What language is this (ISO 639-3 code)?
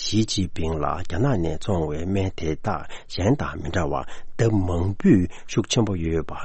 bod